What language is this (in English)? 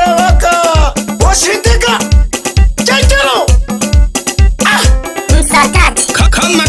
Swahili